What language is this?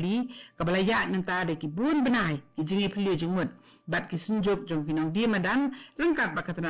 Khasi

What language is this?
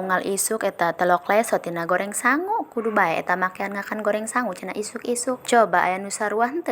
Sundanese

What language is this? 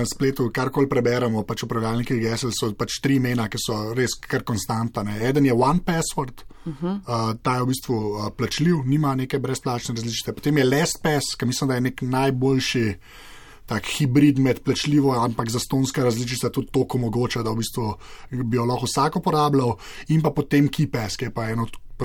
Slovenian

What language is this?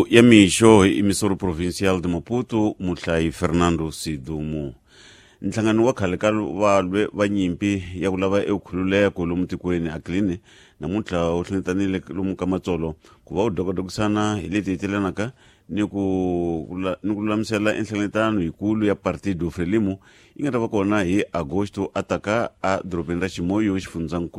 Tsonga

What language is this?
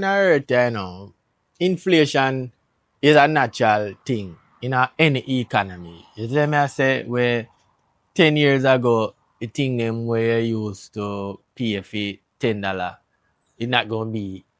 Jamaican Creole English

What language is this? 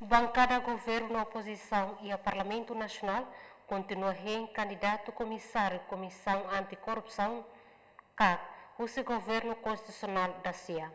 Tetum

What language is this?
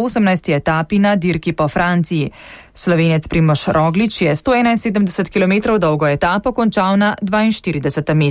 Slovenian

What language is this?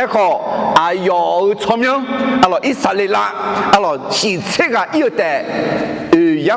Akha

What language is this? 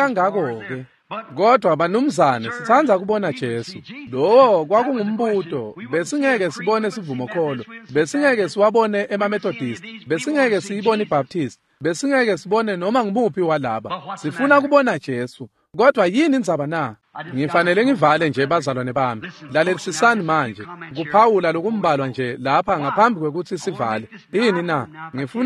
Swati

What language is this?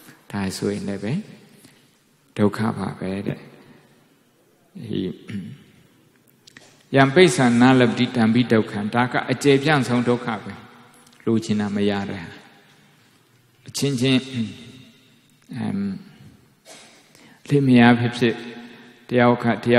Burmese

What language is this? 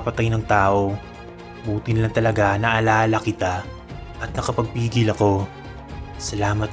Filipino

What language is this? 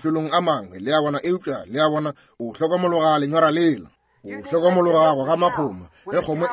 Northern Sotho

